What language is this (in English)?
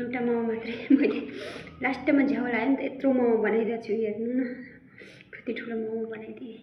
Nepali